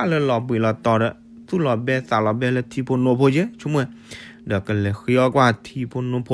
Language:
S'gaw Karen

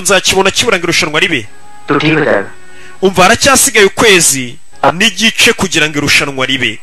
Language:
Kinyarwanda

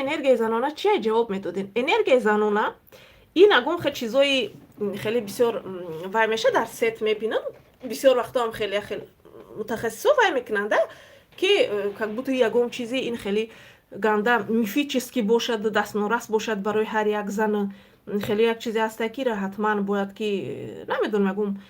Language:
Tajik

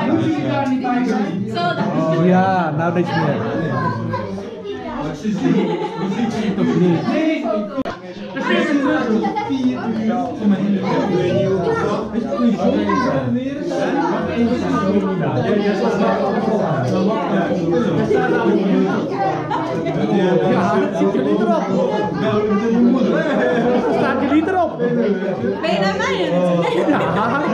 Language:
Dutch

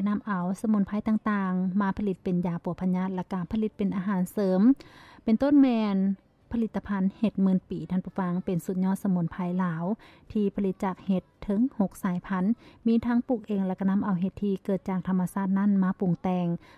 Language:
Lao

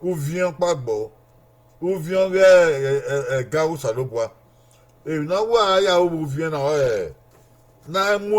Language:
Bini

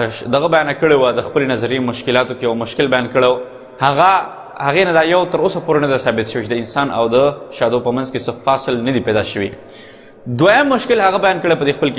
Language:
Pashto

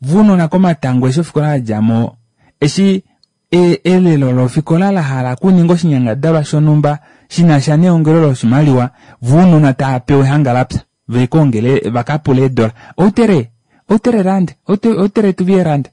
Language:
Kuanyama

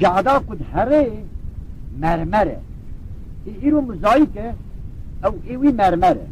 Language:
Kurdish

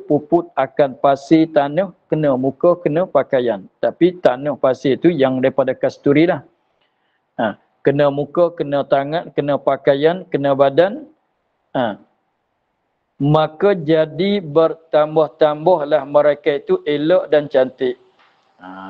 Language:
Malay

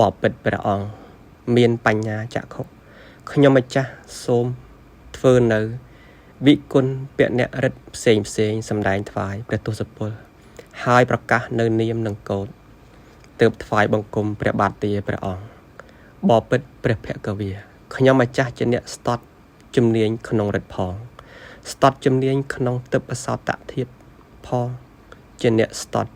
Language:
Khmer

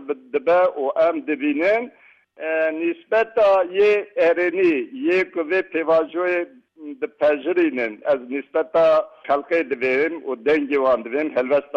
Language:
Kurdish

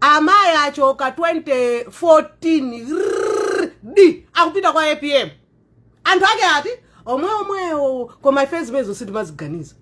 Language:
Nyanja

